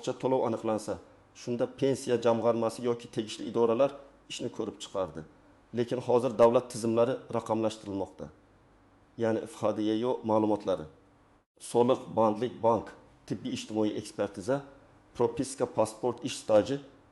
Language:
Uzbek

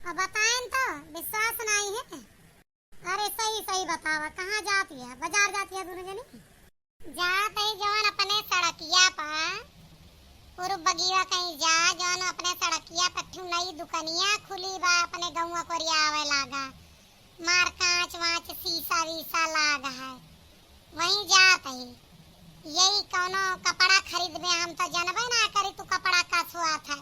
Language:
Awadhi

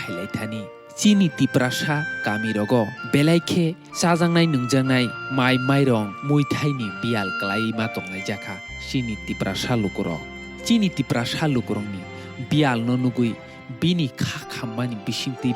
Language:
Kok Borok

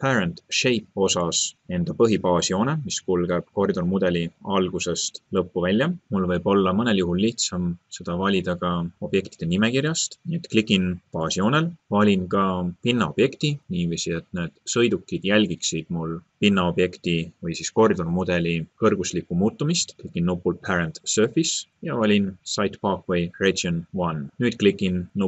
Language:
Estonian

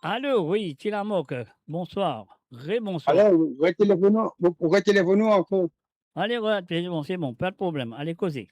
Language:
Morisyen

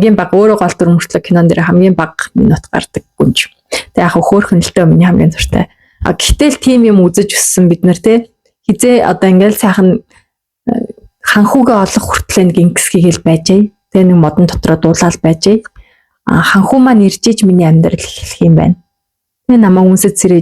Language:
Mongolian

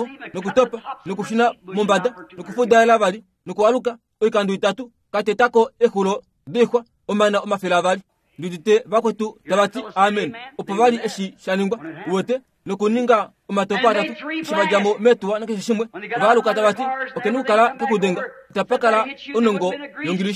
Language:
Kuanyama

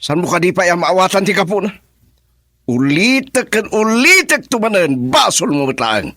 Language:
Iloko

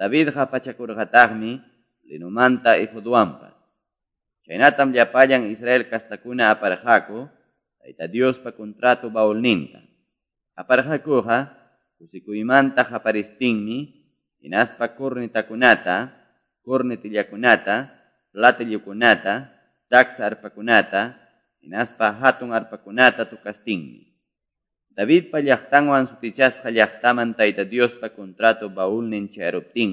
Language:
Quechua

